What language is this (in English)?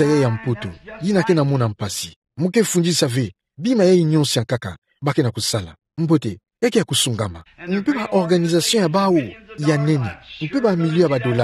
Kituba (Democratic Republic of Congo)